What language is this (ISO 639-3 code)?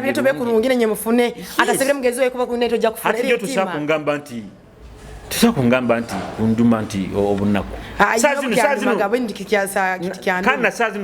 nyo